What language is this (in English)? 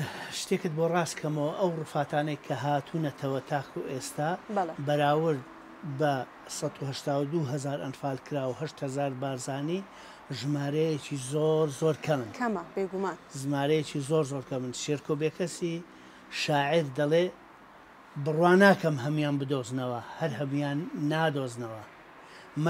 Central Kurdish